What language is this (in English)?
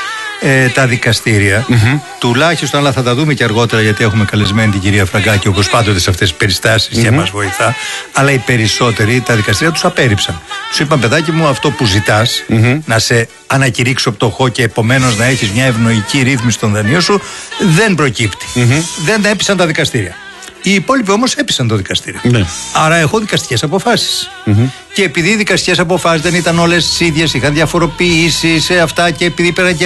Greek